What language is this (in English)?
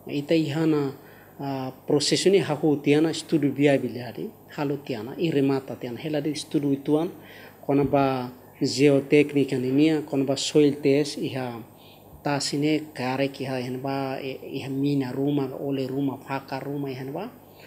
Tetum